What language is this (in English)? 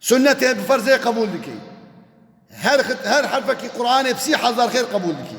Kurdish